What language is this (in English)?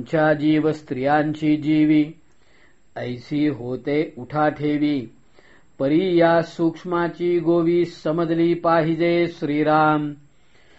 Marathi